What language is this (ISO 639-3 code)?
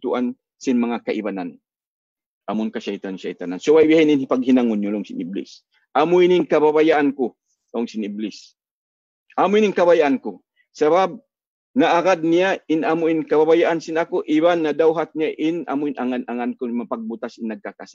tsg